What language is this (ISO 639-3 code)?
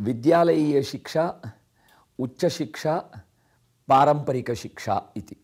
san